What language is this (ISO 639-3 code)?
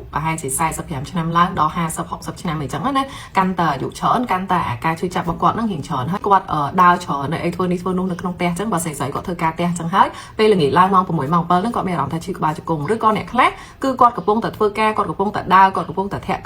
khm